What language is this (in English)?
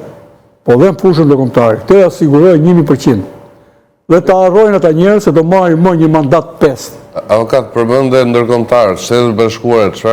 Albanian